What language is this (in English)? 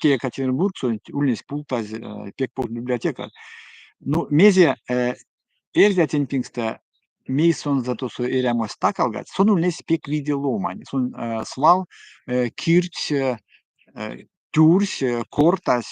Erzya